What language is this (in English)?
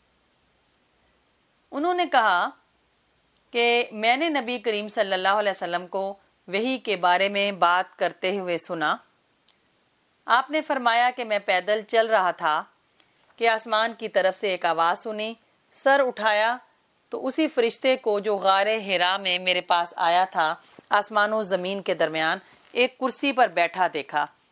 Urdu